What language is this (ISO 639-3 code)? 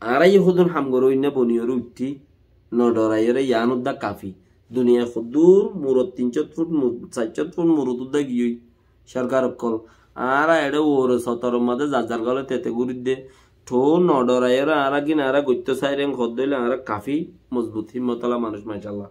rhg